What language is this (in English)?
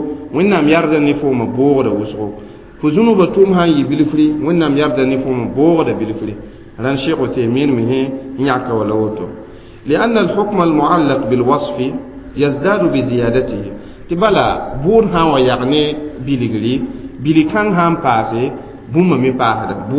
Mossi